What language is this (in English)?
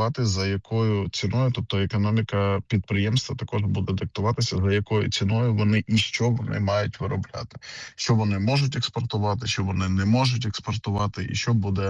Ukrainian